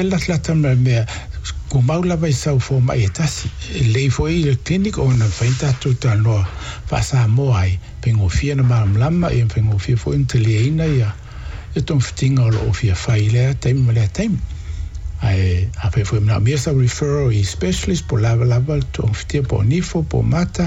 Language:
Samoan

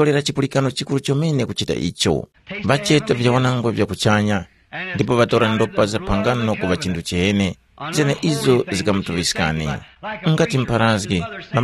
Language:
Tumbuka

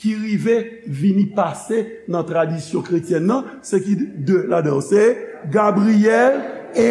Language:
Haitian Creole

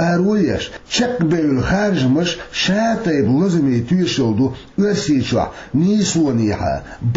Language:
Chechen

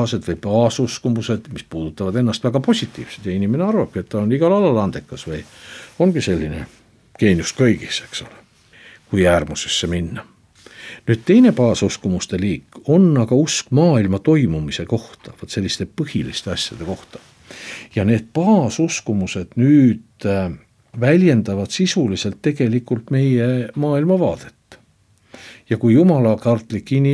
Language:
Estonian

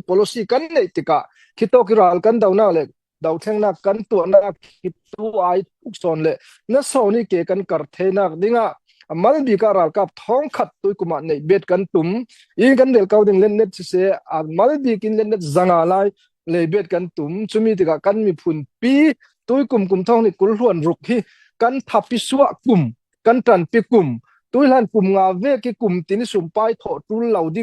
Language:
Falam Chin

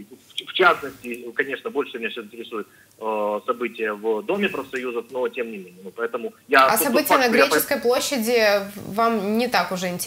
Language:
Russian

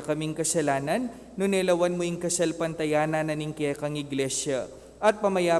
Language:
Pampanga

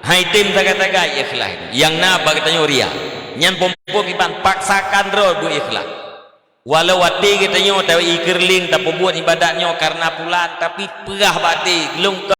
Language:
Achinese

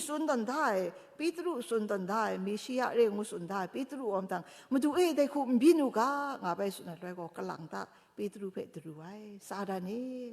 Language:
Kachin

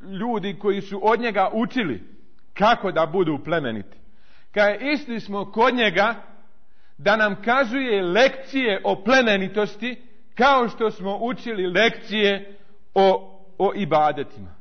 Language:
Bosnian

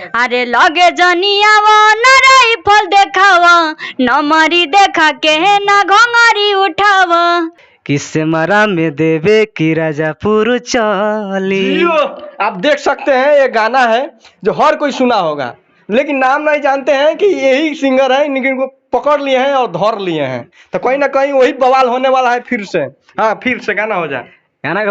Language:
Bhojpuri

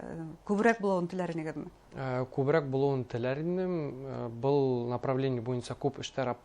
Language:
Bashkir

